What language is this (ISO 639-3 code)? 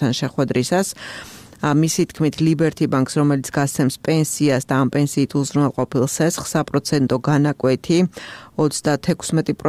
kat